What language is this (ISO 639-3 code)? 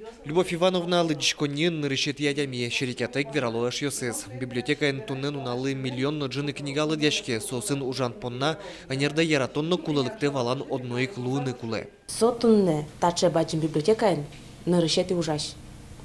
udm